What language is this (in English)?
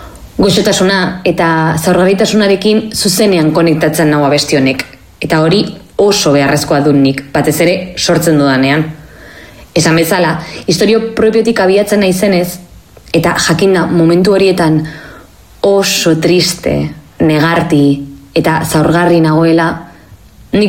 Basque